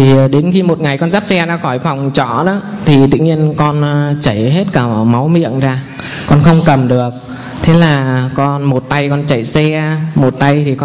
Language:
Vietnamese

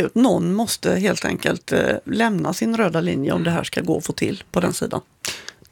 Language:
Swedish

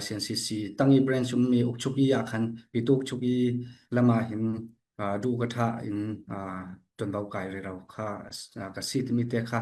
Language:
Falam Chin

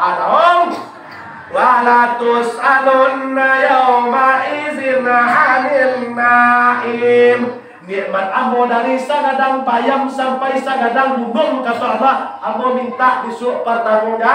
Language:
Minangkabau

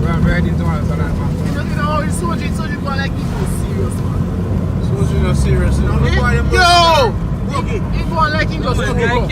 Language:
Jamaican Creole English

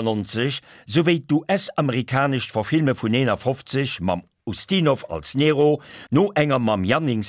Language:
Luxembourgish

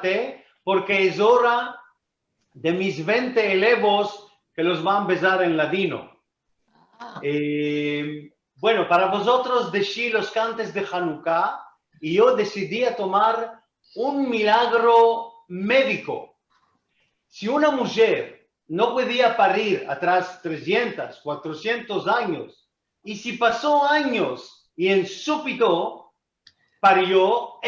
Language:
Ladino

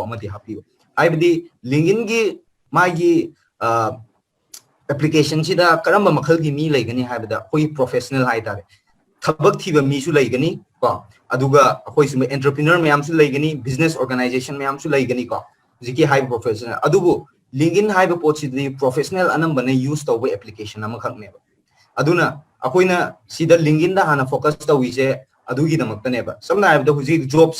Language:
Manipuri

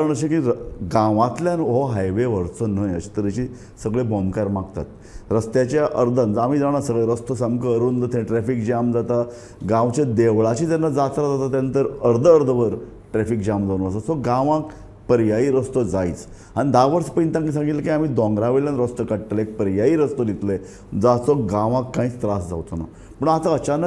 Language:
Konkani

